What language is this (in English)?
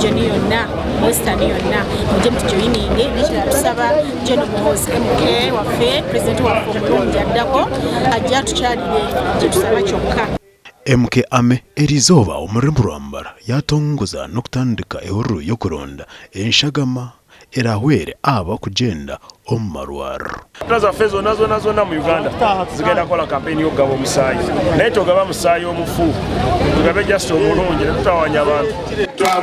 Nyankole